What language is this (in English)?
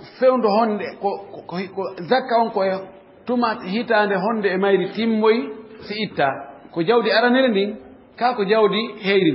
Fula